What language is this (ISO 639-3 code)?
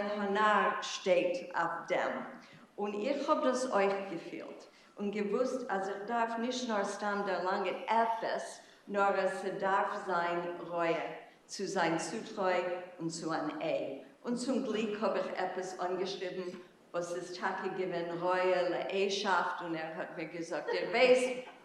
yid